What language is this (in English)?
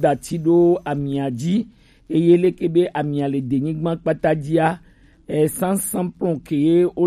Gen